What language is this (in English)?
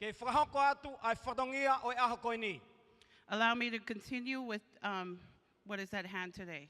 Tongan